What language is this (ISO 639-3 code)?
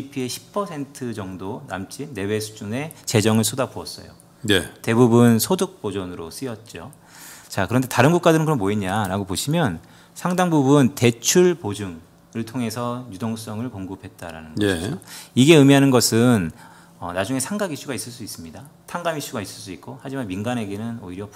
kor